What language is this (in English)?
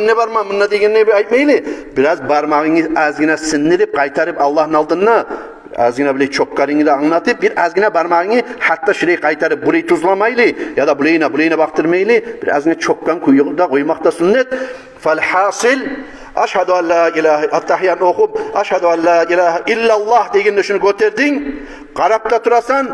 Kumyk